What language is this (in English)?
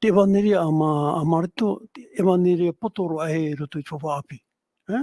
Tahitian